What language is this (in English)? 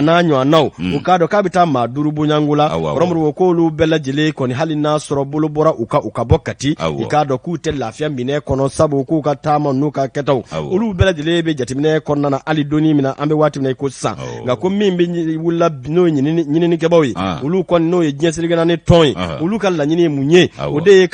Bambara